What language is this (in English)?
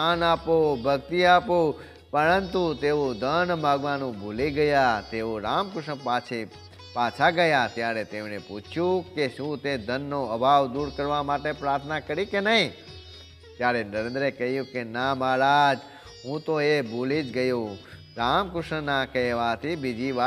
Gujarati